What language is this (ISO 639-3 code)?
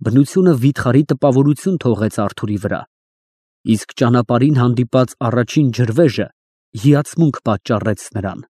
hye